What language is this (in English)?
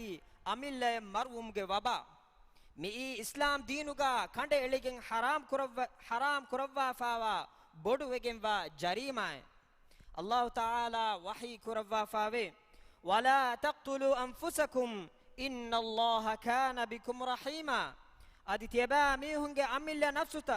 Divehi